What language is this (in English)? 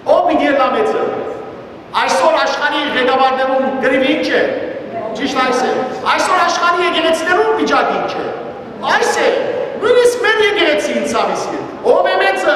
Western Armenian